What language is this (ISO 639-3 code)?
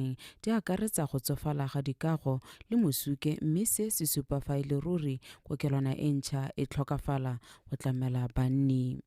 tsn